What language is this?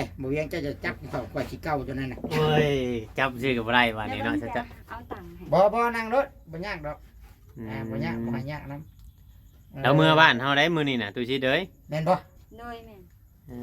Northeastern Thai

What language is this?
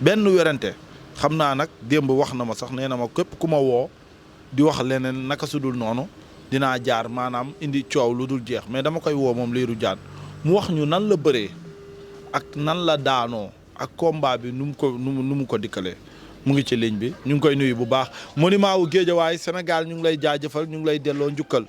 Wolof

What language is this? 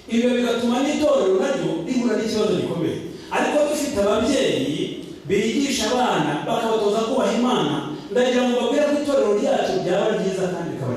Kinyarwanda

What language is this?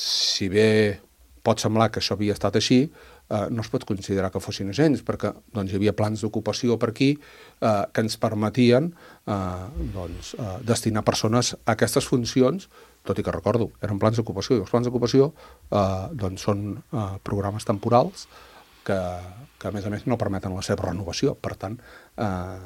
Catalan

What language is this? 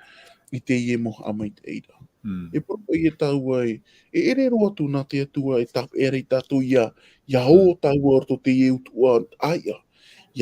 Tahitian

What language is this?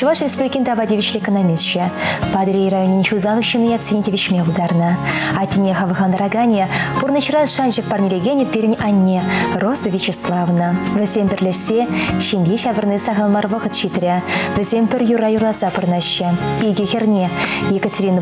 Chuvash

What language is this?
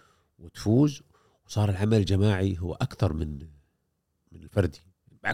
Gulf Arabic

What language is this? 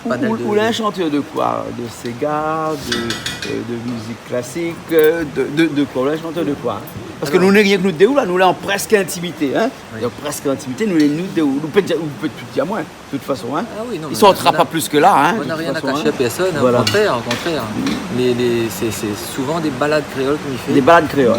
Réunion Creole French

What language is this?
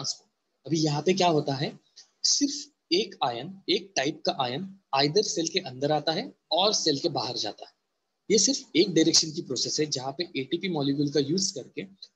Hindi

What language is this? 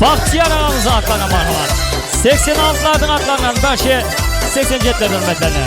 Kara-Kalpak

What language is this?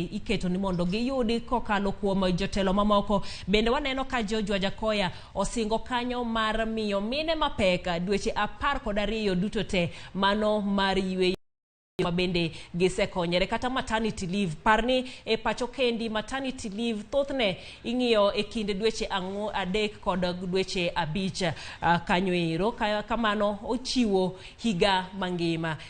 Luo (Kenya and Tanzania)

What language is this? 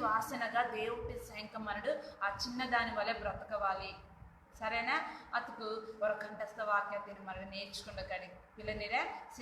Koya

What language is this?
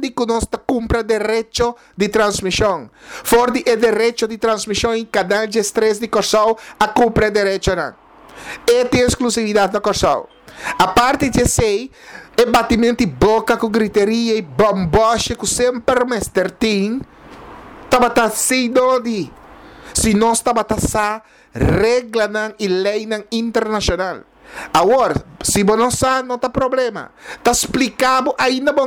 Papiamento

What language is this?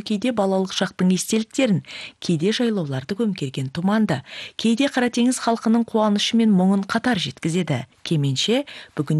Kazakh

